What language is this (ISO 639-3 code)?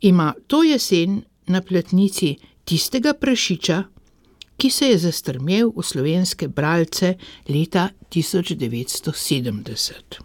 slv